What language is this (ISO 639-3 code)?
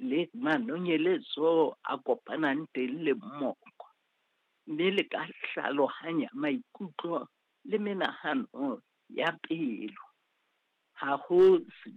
sot